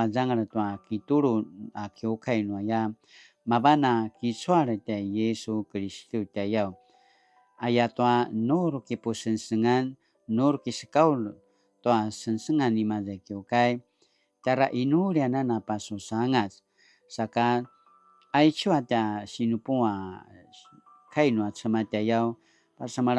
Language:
Paiwan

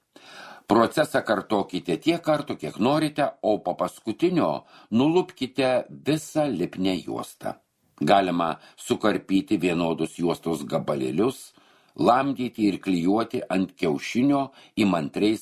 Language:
Lithuanian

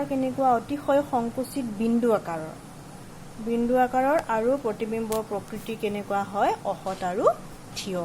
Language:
Assamese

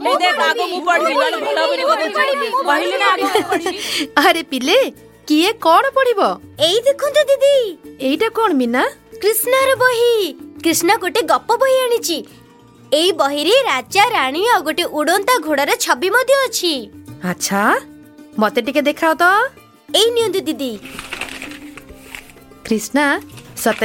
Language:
Odia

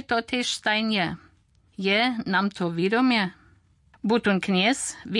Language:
Upper Sorbian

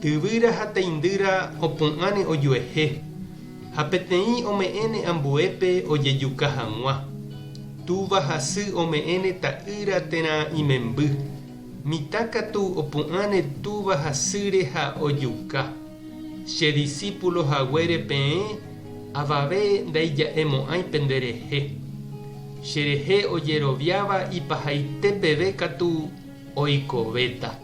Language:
Guarani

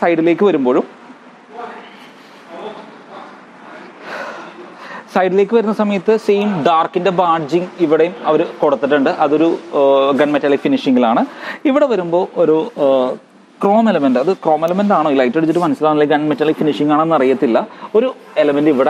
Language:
Malayalam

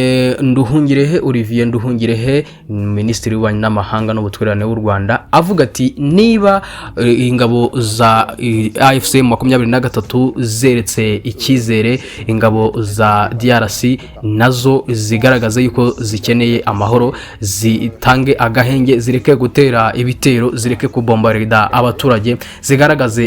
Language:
Kinyarwanda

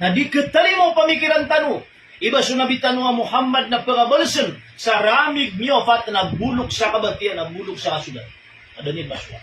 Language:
Maranao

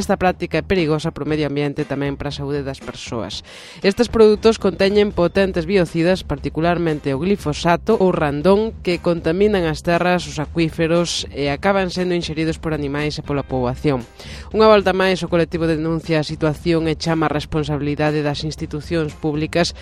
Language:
Galician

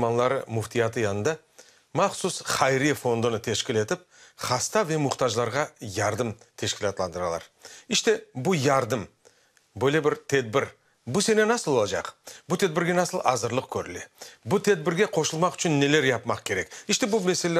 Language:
Crimean Tatar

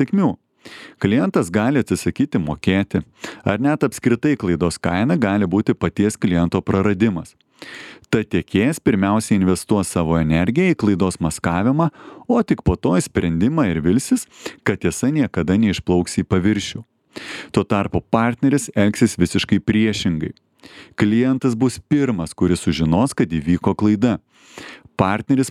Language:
Lithuanian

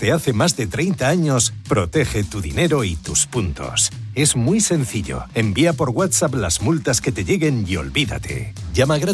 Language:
Spanish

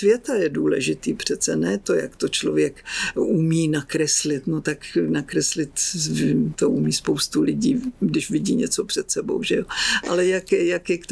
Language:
Czech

